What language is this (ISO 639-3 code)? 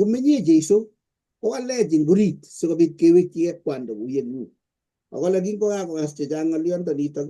kln